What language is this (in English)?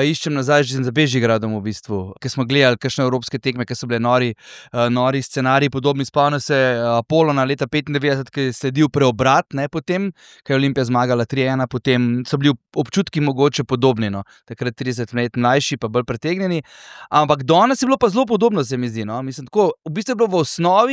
Slovenian